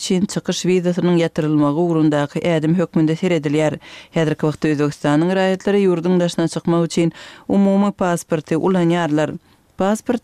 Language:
Turkmen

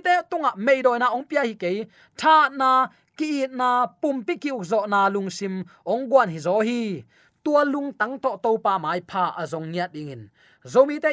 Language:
Tedim Chin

